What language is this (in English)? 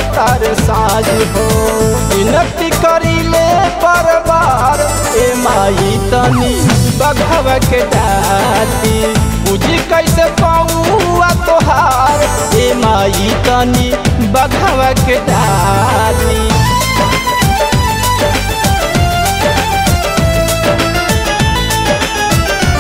Bhojpuri